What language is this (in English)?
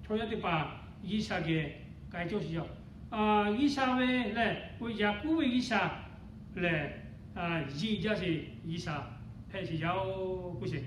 Lahu